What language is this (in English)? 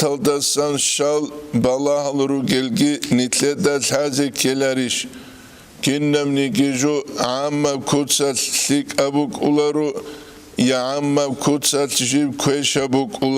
Avaric